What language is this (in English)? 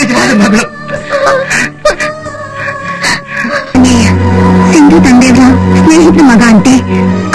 Kannada